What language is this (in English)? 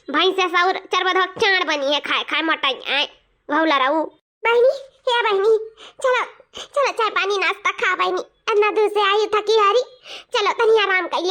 Awadhi